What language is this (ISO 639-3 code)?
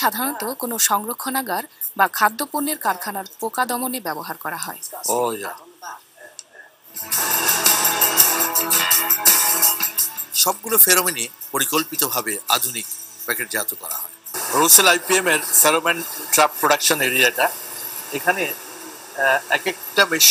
ben